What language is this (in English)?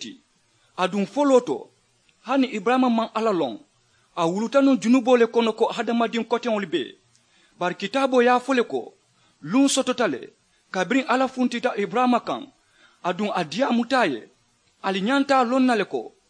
Mandingo